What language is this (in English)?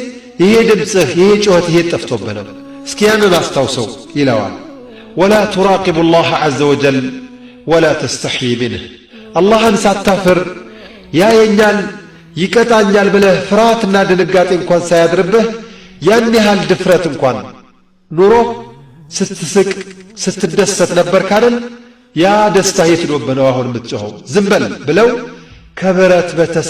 Amharic